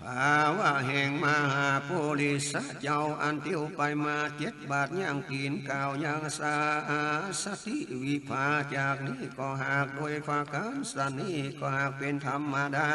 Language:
Northern Thai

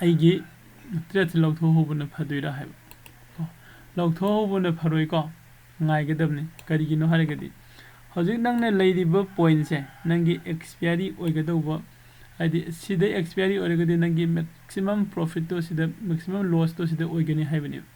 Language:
Manipuri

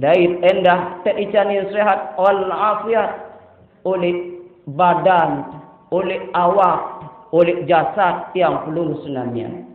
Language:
Sasak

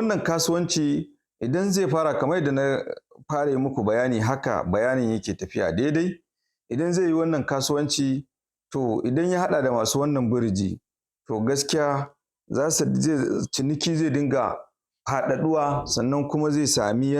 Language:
Hausa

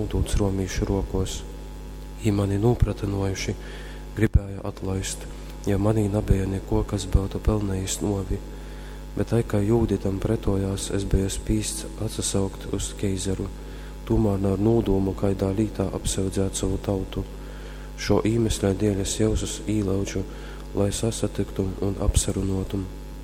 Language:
Latgalian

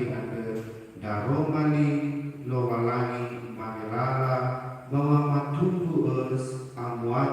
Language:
Nias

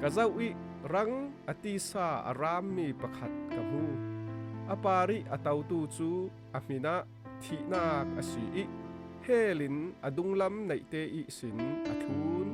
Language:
Falam Chin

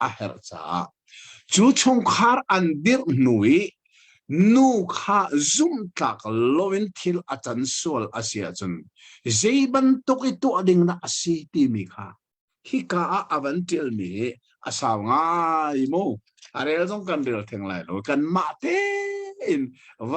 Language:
Hakha Chin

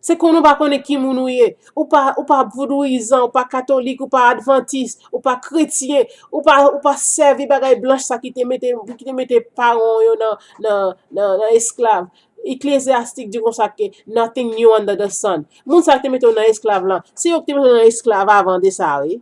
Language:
Haitian Creole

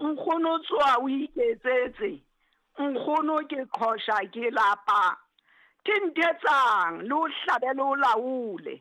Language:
Southern Sotho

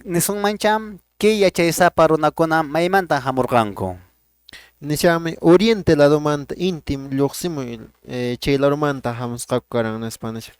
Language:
Quechua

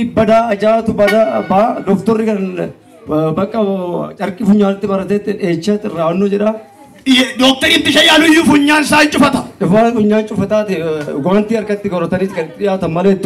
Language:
Oromo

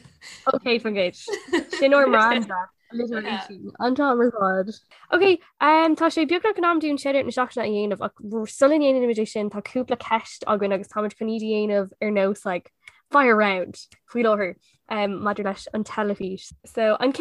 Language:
Irish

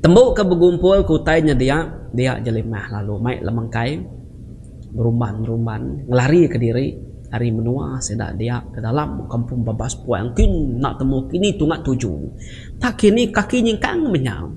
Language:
Iban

